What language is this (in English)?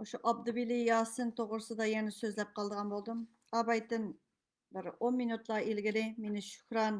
Uyghur